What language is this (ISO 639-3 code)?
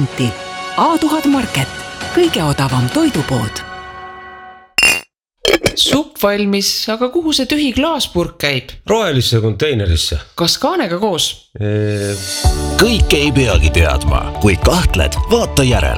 est